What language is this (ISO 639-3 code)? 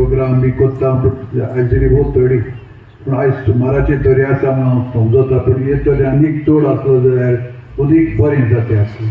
kok